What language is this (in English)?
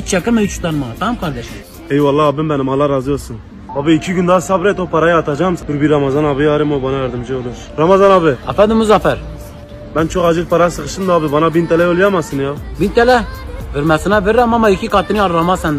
Turkish